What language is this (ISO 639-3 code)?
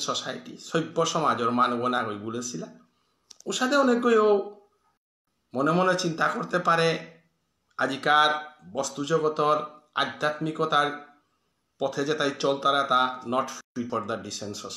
bpy